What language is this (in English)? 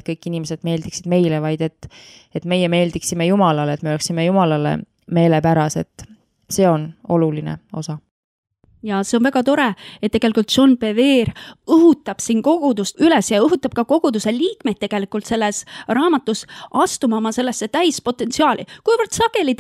Estonian